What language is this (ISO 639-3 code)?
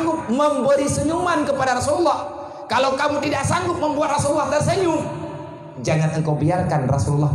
ace